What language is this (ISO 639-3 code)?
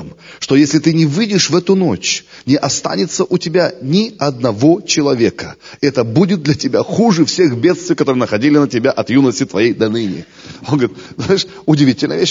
rus